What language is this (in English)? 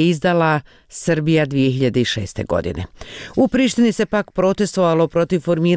Bosnian